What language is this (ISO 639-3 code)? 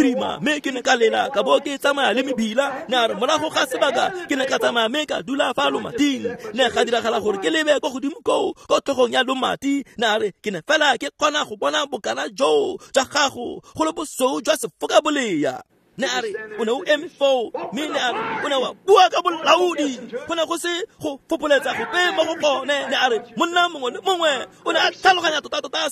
tsn